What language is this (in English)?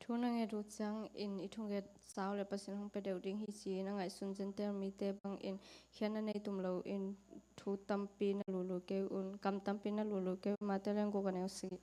Tedim Chin